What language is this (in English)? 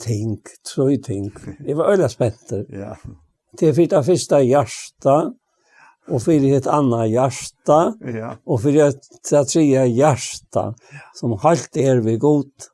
Faroese